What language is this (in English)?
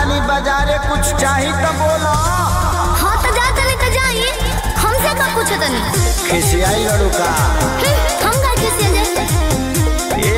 Bhojpuri